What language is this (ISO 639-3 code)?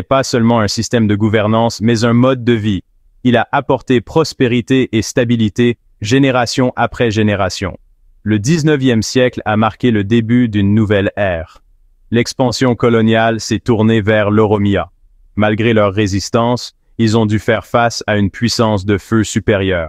fra